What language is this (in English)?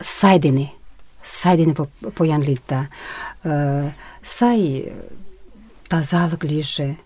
Mari